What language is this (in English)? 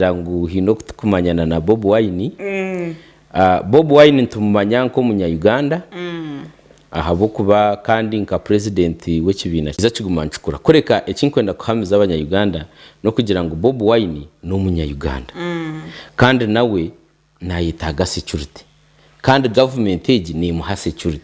Nyankole